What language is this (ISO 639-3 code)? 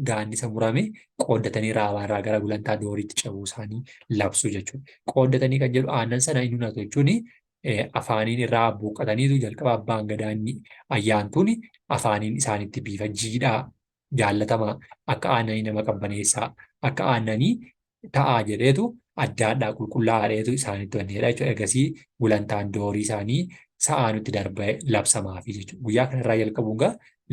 orm